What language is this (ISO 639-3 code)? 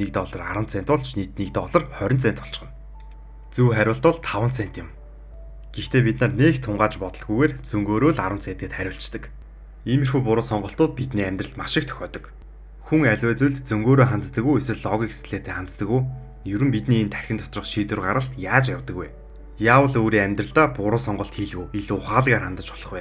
mon